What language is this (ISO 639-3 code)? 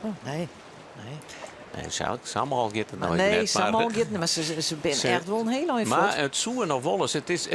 fry